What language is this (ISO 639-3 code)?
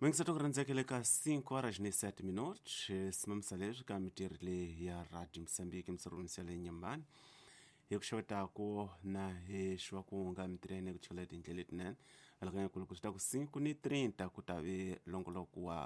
tso